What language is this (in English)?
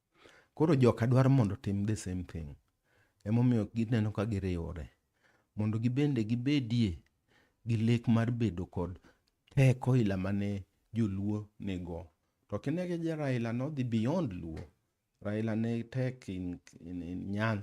Luo (Kenya and Tanzania)